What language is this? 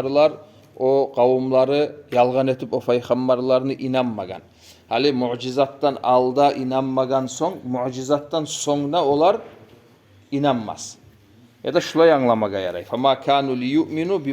Kumyk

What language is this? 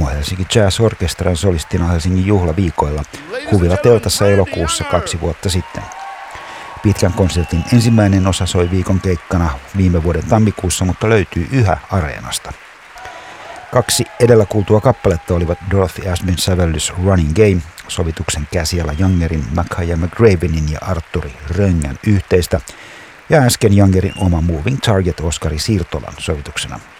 Finnish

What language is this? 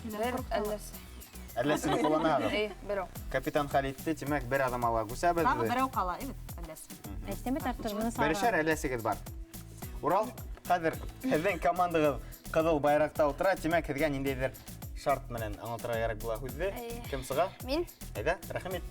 Bashkir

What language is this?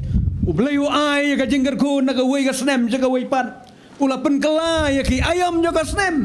Khasi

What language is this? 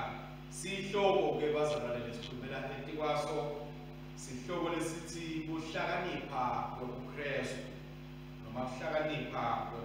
Swati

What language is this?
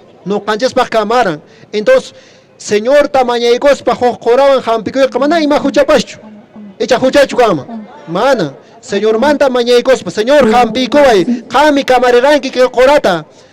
Quechua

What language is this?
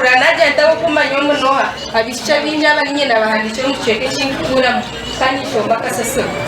Nyankole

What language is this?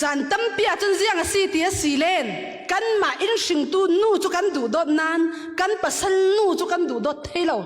Falam Chin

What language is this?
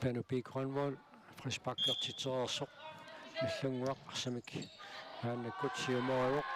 Kalaallisut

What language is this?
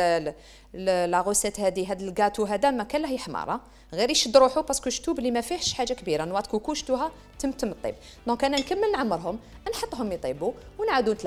Algerian Arabic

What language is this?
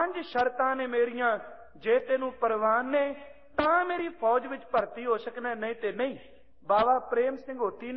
Punjabi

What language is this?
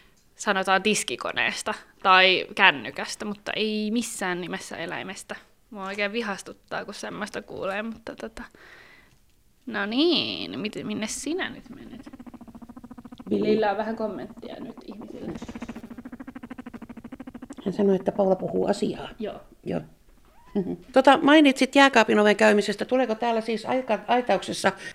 Finnish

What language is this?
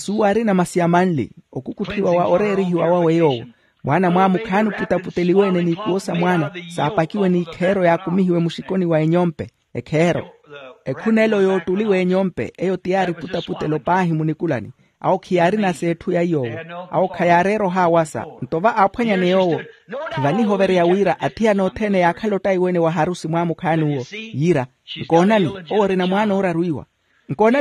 Makhuwa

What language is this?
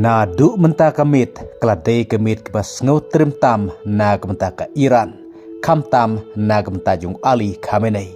Khasi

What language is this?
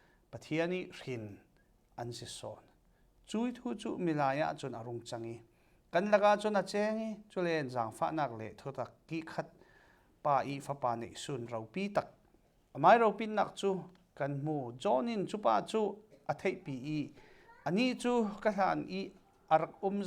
Falam Chin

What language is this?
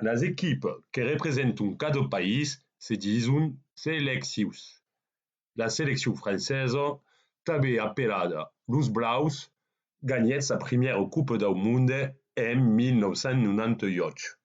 Occitan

